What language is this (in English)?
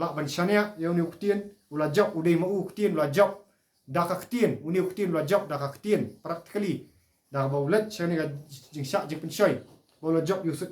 Khasi